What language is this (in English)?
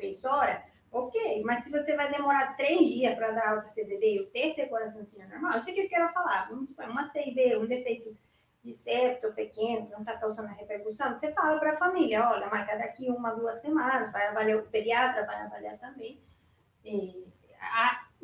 Portuguese